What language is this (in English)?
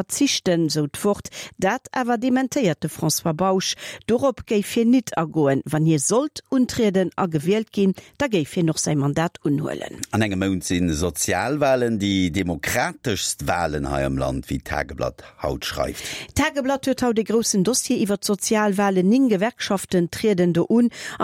Luxembourgish